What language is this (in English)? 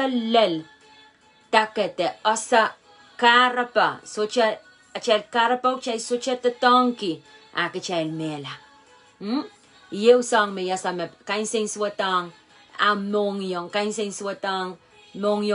Pohnpeian